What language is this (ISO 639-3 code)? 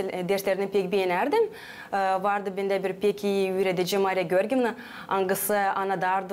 gag